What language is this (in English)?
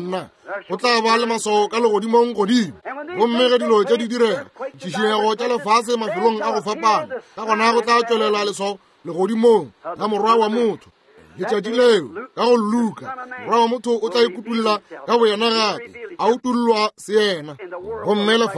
Northern Sotho